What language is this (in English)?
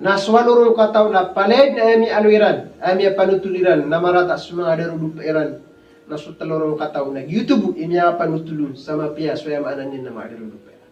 Maranao